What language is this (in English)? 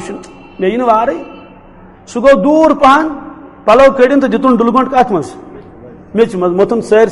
Kashmiri